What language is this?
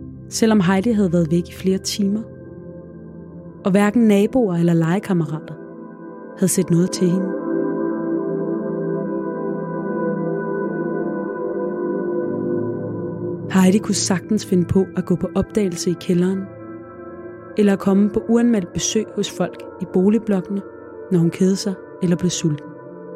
Danish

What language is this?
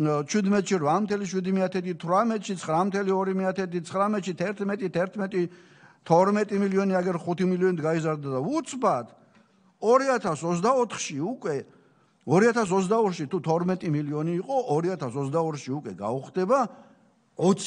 Georgian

